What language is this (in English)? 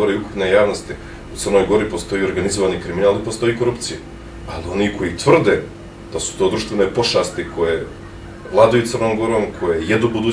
Bosnian